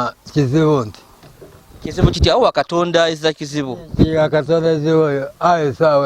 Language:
Ganda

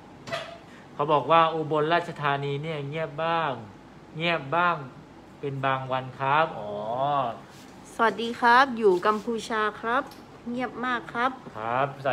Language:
Thai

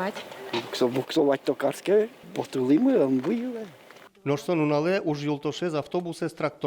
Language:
Udmurt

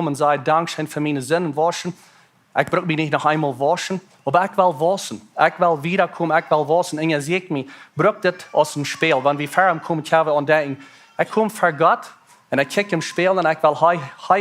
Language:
Plautdietsch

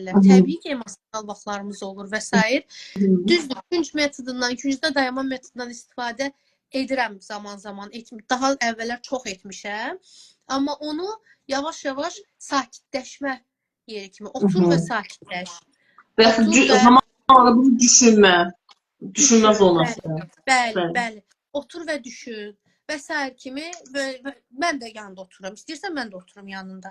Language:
Azerbaijani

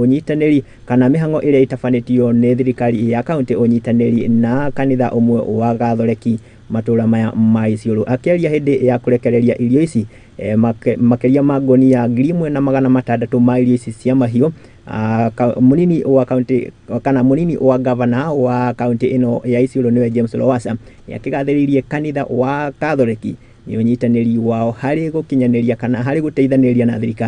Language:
Kikuyu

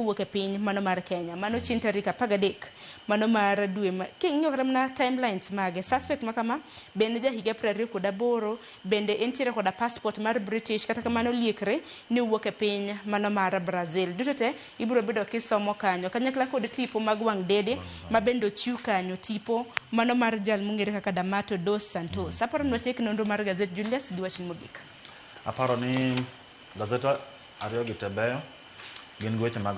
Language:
Luo (Kenya and Tanzania)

